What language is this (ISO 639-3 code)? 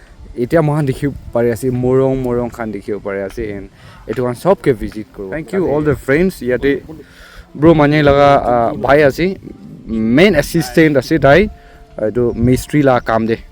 nag